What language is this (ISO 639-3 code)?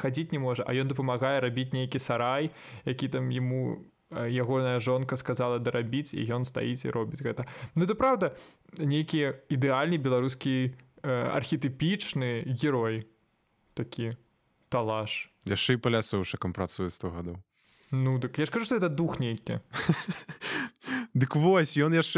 bel